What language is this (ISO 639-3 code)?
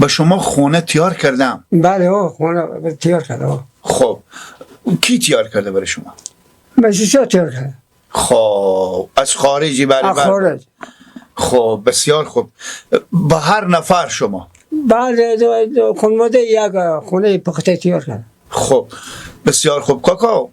fas